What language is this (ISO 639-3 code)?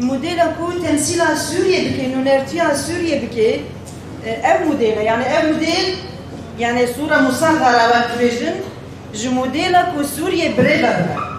kur